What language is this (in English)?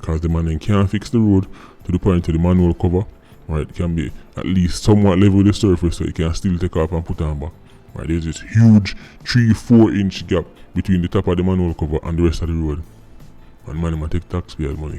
Jamaican Creole English